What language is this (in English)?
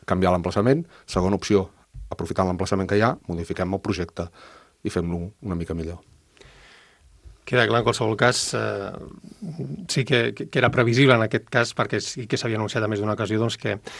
Catalan